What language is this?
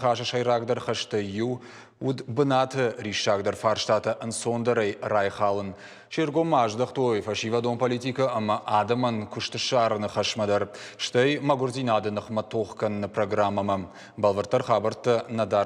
Ossetic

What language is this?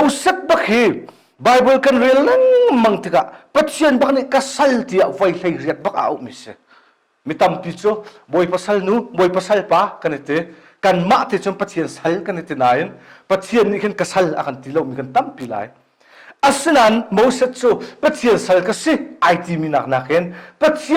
Hakha Chin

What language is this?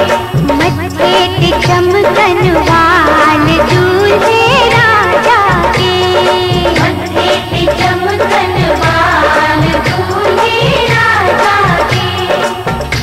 Bhojpuri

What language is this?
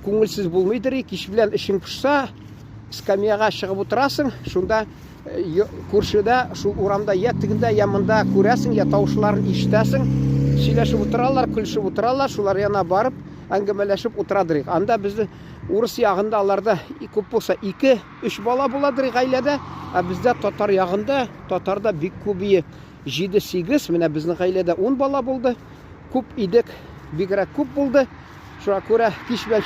Tatar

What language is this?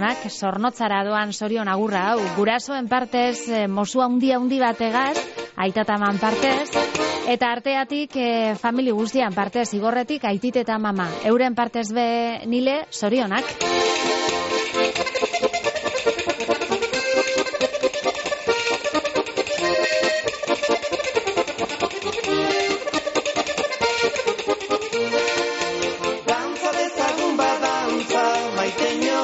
Basque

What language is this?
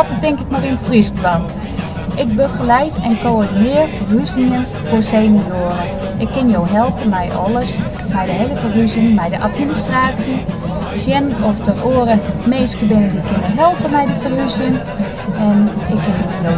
Western Frisian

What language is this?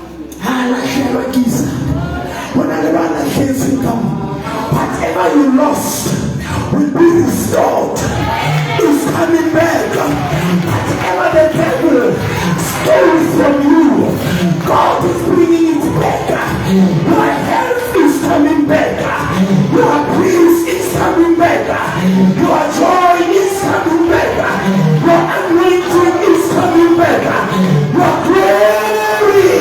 Southern Sotho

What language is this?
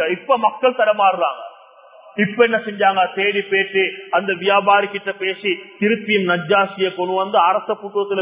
Tamil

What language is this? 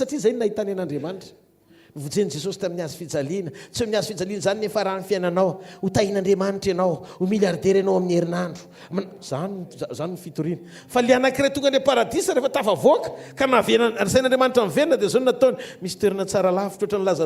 Malagasy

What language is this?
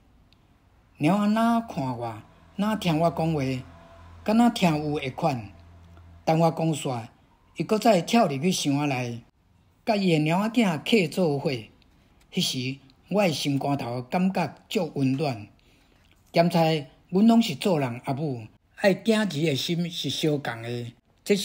Min Nan Chinese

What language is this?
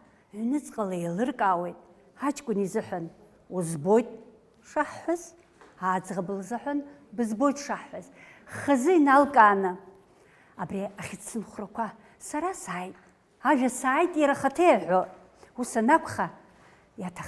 Abkhazian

